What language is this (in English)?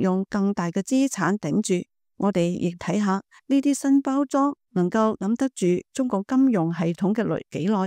Cantonese